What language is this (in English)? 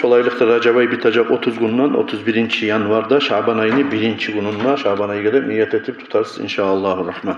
Kumyk